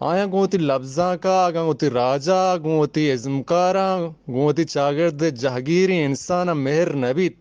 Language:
Baluchi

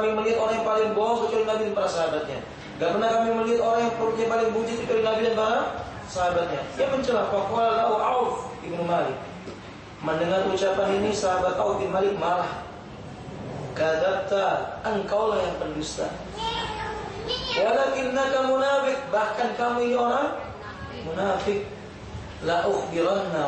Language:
Indonesian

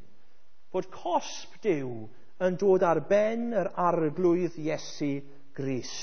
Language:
Welsh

